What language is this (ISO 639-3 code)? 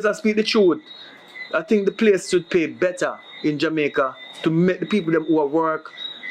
jam